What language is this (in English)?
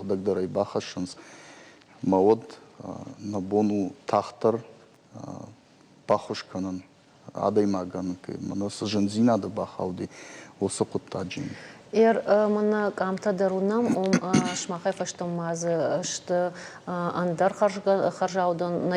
Ossetic